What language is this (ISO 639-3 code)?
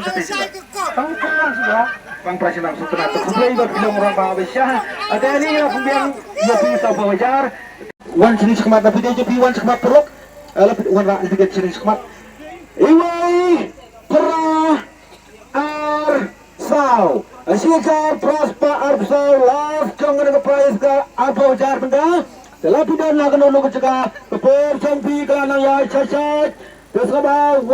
kha